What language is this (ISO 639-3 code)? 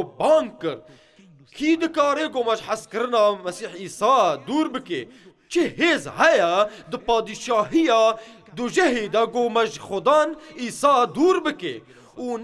kur